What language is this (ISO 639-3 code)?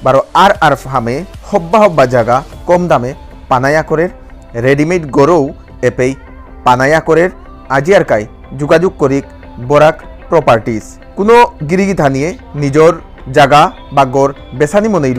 bpy